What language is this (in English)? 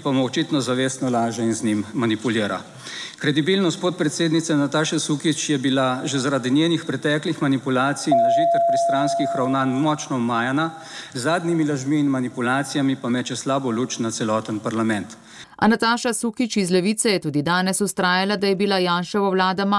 Slovenian